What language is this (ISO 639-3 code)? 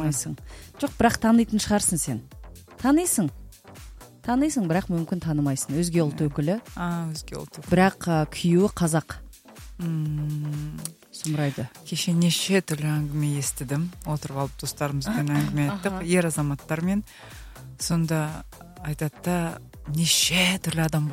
kaz